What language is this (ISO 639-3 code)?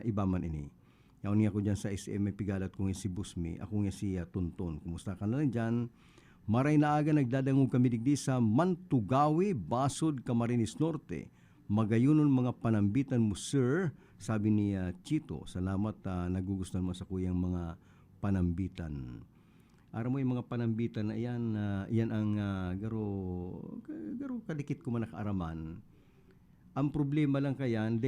bik